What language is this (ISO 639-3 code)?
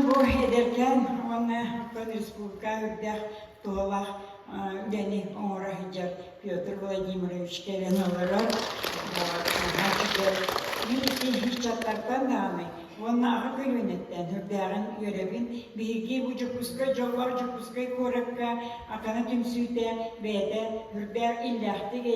sah